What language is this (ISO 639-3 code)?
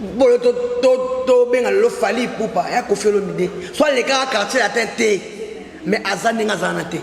lin